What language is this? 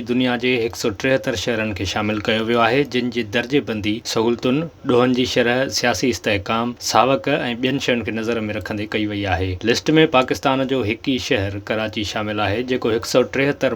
Sindhi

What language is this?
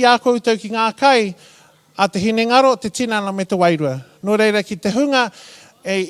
Māori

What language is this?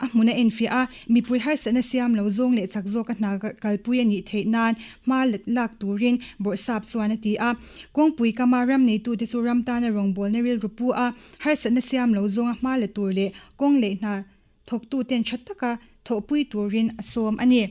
Mizo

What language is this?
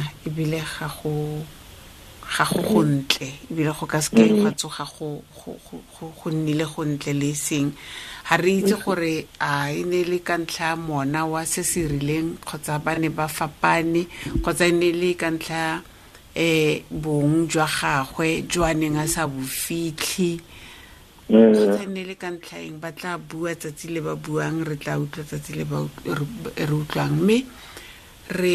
Tswana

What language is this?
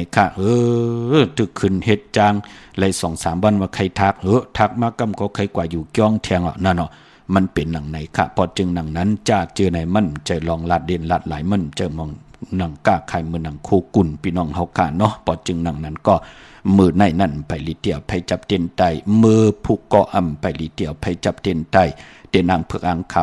Shan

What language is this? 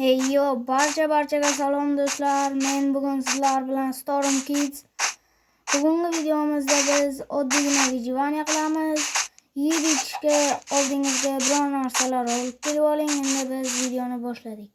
Uzbek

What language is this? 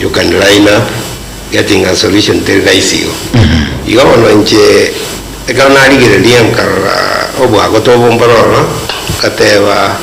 Gusii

